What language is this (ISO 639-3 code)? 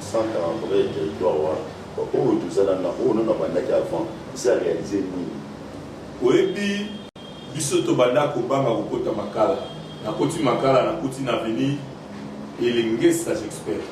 lin